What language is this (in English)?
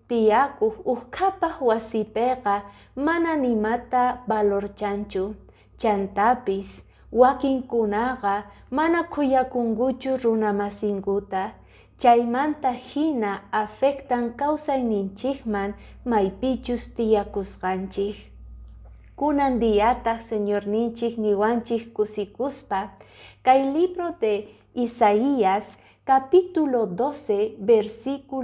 Quechua